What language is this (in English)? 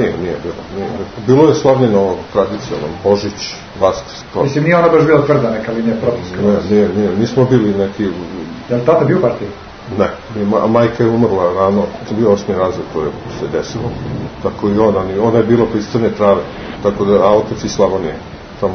Serbian